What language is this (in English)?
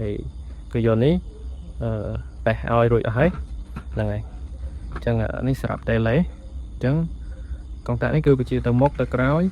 Khmer